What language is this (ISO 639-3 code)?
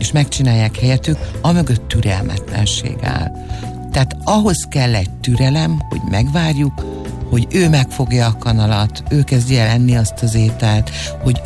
hun